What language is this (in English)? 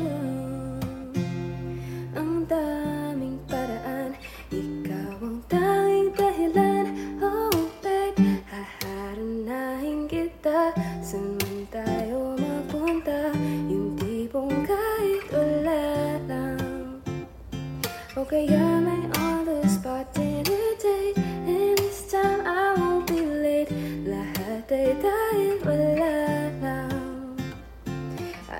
Filipino